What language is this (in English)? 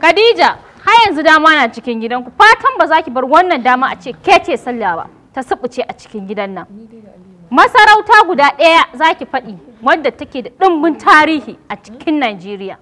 Hausa